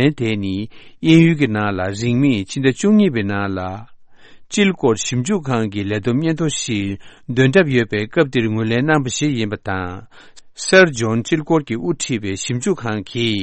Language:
Tibetan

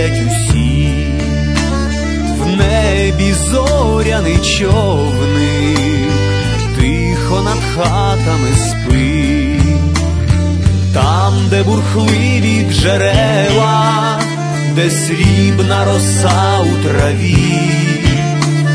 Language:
Ukrainian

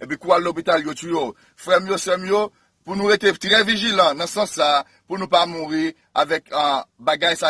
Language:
Haitian Creole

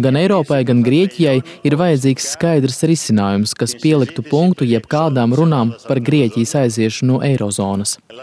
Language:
Latvian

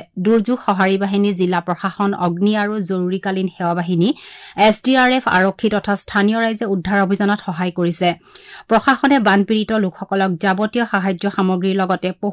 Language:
Assamese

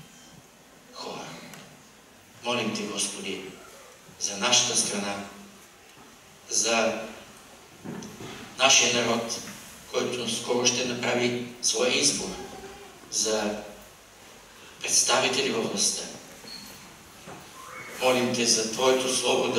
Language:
Bulgarian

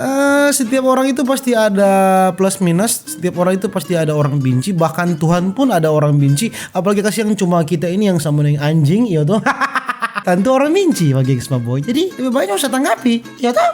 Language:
Manado Malay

